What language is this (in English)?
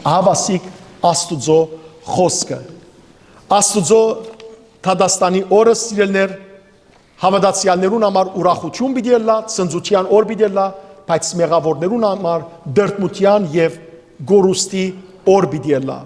Western Armenian